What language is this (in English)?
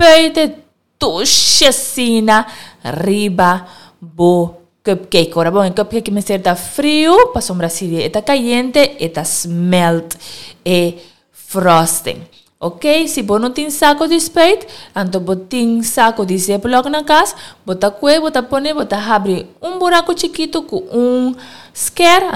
Papiamento